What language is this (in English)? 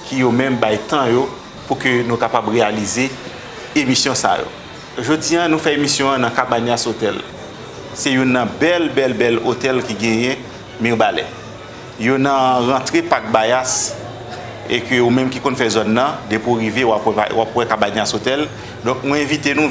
Haitian Creole